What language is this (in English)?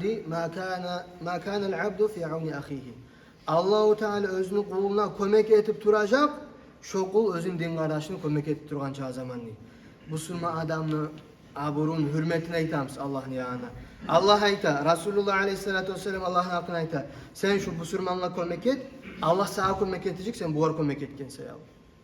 Kumyk